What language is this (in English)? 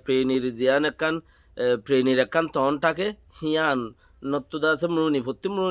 Rohingya